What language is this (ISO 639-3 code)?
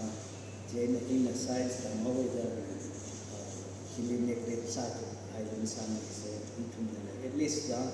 nmf